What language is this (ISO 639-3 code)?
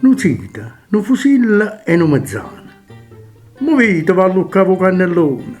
nap